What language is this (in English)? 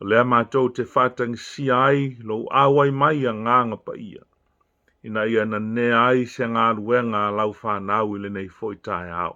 Samoan